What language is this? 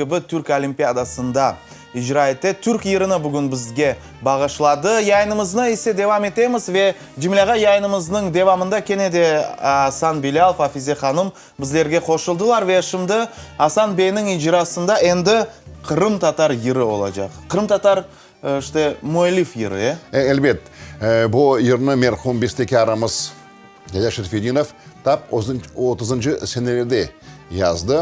Crimean Tatar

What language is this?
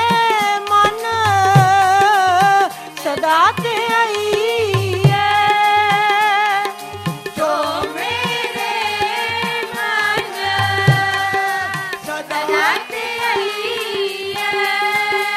Punjabi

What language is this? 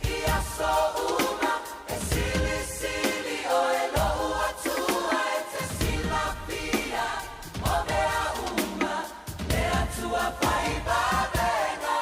Samoan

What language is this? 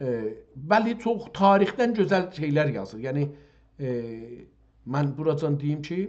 South Azerbaijani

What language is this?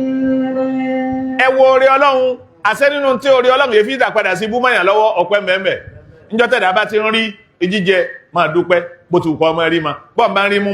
Yoruba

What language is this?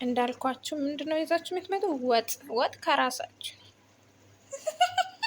Amharic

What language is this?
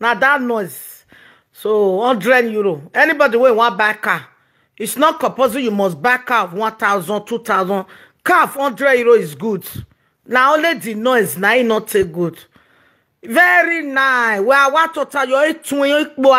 Nigerian Pidgin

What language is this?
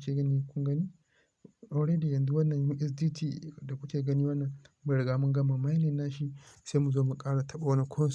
Hausa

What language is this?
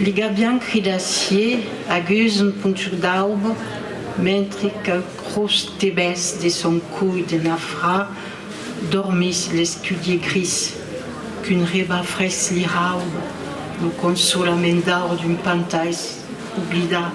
Occitan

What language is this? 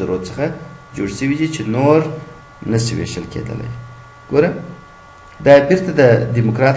Pashto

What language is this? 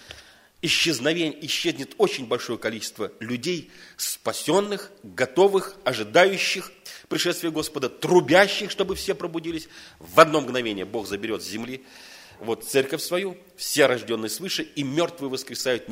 Russian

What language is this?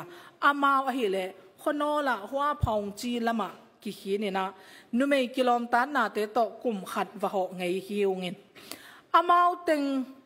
Tedim Chin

